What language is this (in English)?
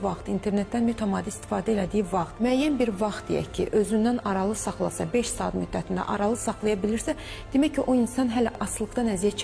Azerbaijani